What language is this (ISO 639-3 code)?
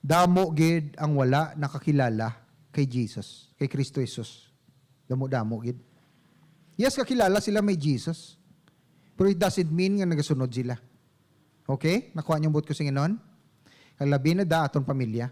hil